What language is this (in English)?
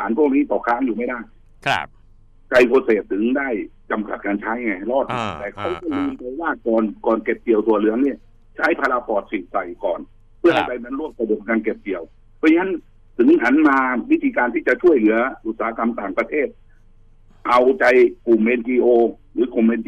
Thai